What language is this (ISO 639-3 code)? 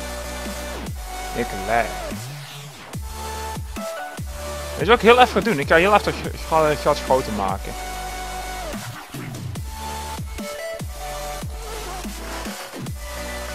nld